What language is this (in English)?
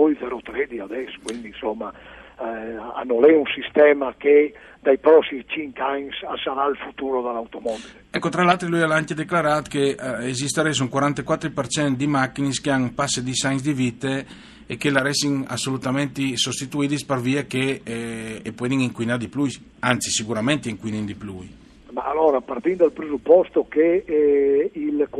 Friulian